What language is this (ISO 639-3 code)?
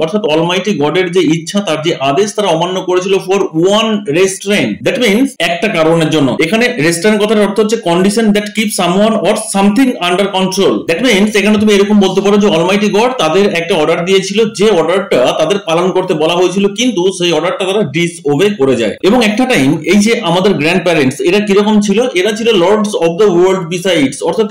ben